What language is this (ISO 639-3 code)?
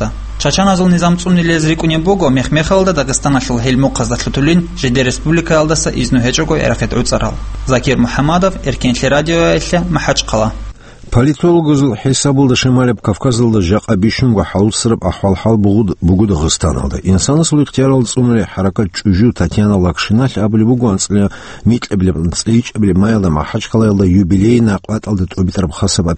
ava